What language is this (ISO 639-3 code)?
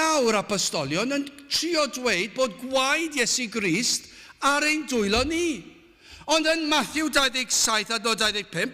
cym